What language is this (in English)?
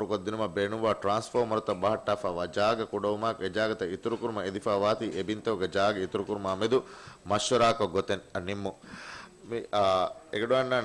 Divehi